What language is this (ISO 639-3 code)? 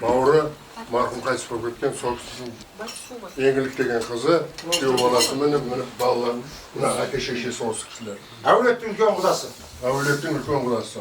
kaz